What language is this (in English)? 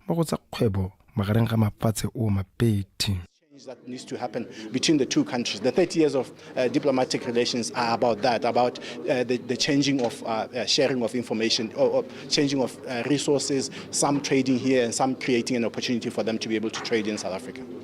Tswana